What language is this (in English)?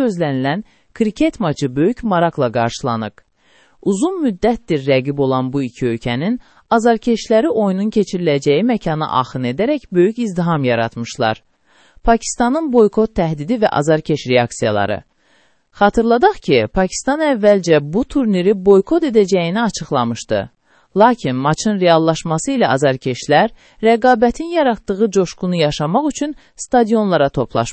Azerbaijani